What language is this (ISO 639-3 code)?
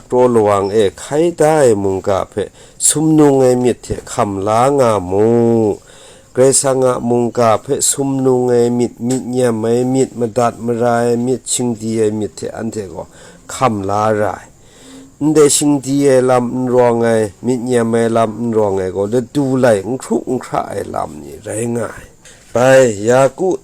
kac